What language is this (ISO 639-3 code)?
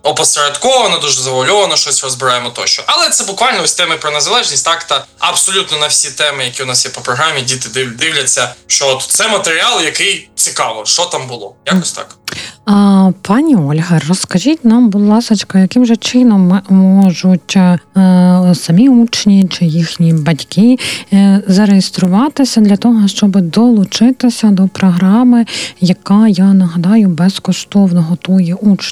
ukr